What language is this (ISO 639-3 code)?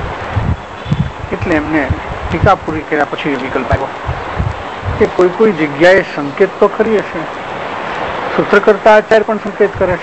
guj